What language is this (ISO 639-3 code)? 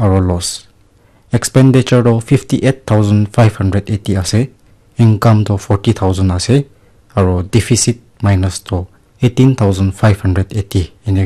nag